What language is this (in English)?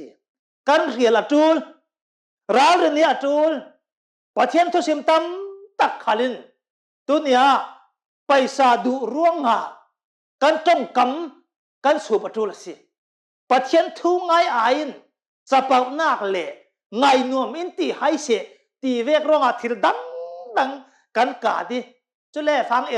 Hakha Chin